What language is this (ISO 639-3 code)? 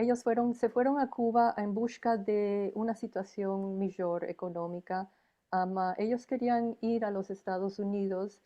lad